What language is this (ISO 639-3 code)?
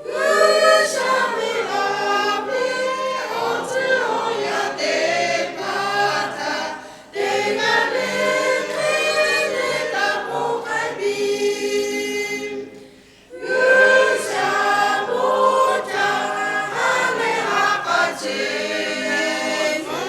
lhu